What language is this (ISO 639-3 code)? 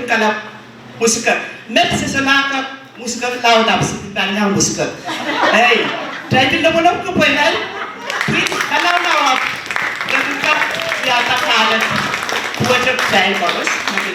pon